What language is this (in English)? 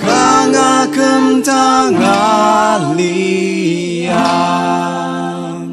Ao Naga